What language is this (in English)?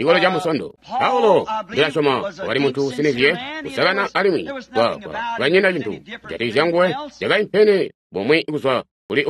Tonga (Zambia)